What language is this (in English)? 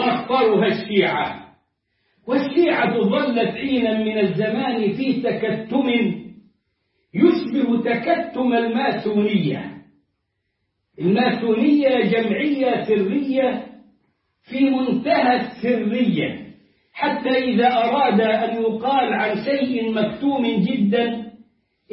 Arabic